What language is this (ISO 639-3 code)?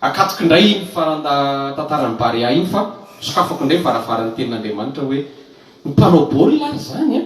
mlg